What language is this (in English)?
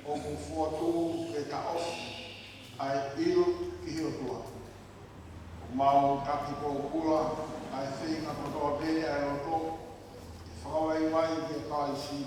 Tongan